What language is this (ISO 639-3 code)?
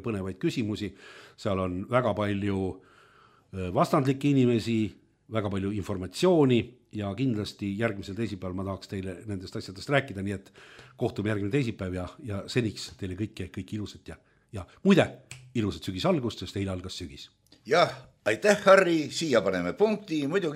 est